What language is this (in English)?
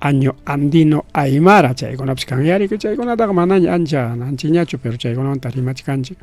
Ayacucho Quechua